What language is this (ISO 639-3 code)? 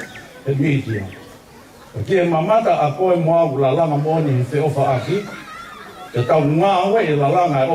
ton